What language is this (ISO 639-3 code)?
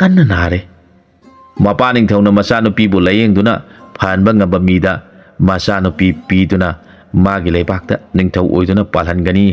mni